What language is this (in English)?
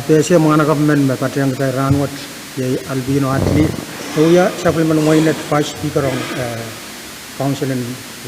Pohnpeian